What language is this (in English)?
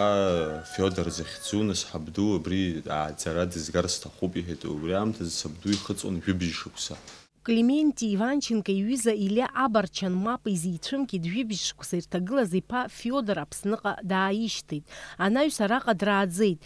Abkhazian